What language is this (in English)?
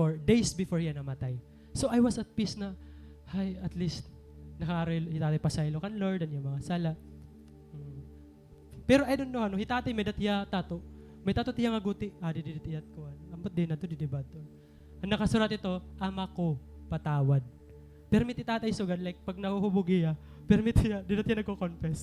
Waray